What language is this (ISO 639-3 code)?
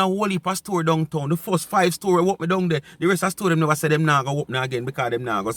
jam